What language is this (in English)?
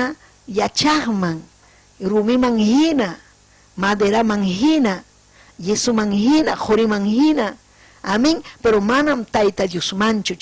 Ayacucho Quechua